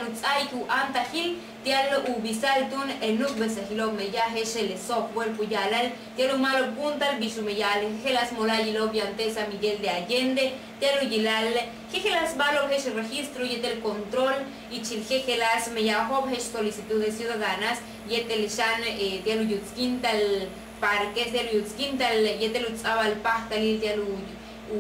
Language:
Yucateco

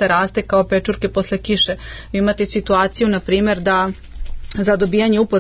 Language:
Serbian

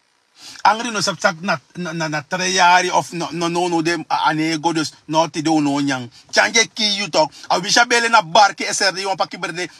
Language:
Sranan Tongo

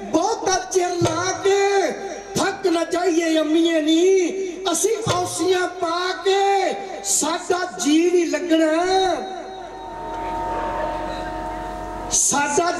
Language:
Punjabi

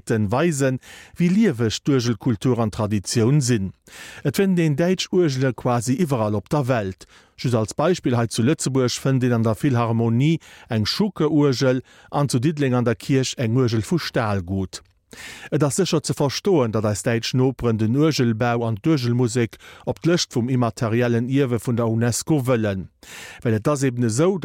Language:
Luxembourgish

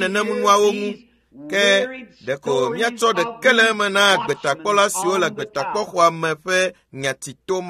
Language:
Ewe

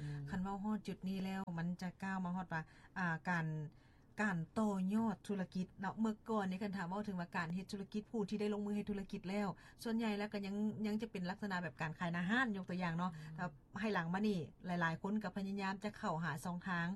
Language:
Lao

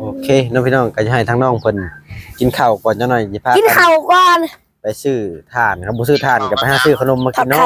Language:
Lao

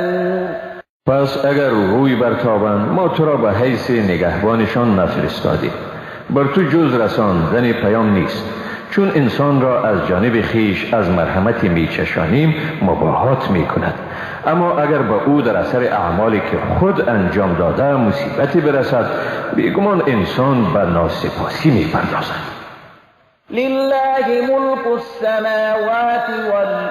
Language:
Persian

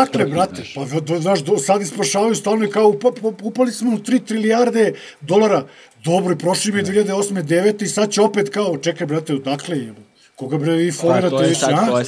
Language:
Serbian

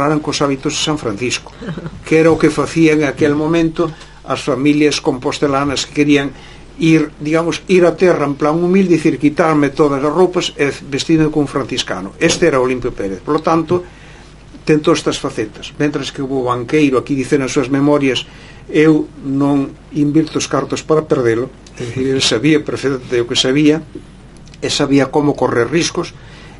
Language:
Galician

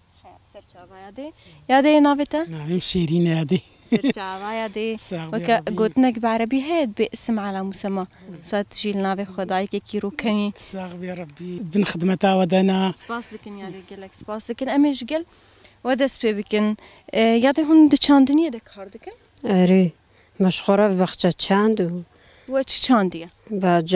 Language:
Kurdish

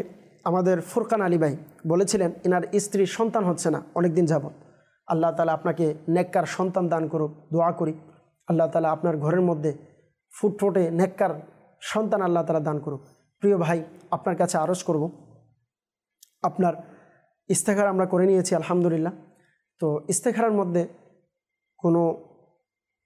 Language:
Bangla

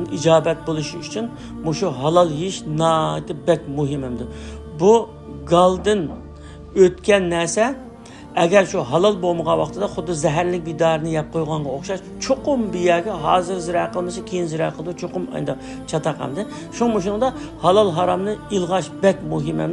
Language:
Uyghur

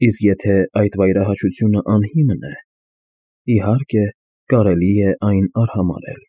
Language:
Armenian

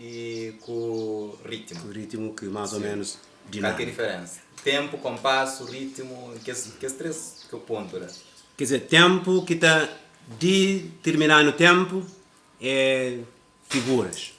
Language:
Kabuverdianu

